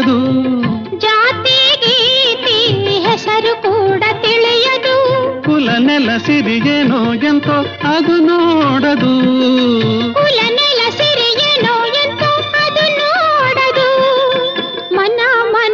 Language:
Kannada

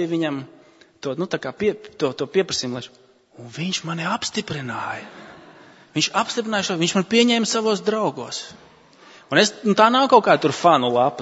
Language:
Latvian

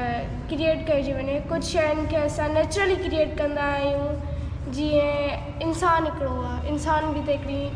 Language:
Sindhi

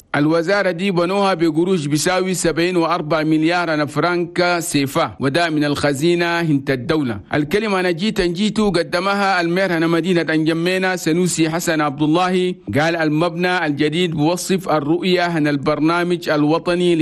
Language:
Chadian Arabic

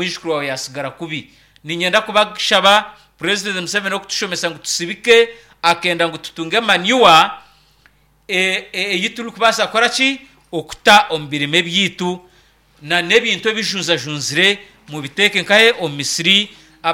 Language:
Nyankole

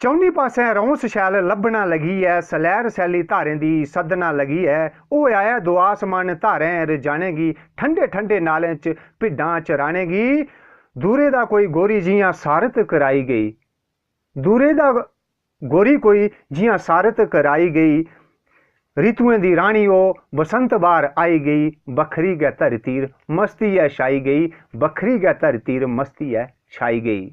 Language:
Dogri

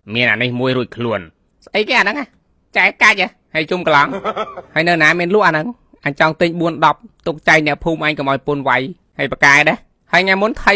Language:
Khmer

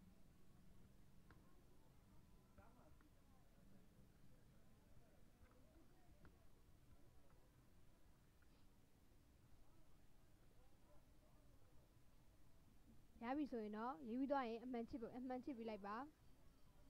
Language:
Burmese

